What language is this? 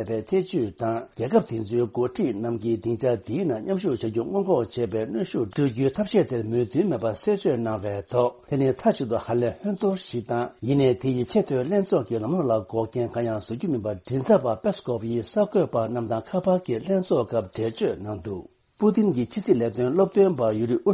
Tibetan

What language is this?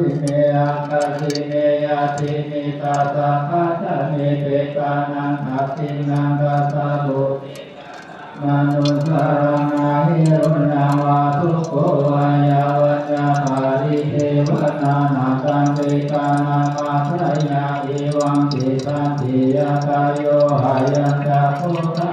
Pali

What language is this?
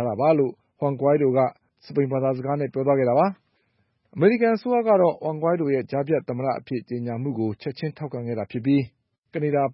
Burmese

